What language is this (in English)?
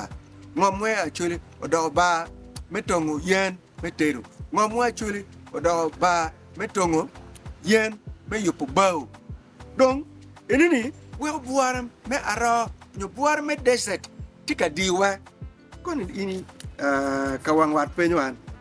Acoli